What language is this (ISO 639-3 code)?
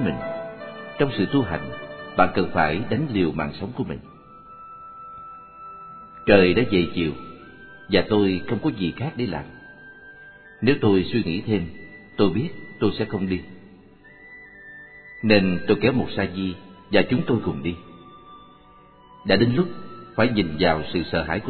vie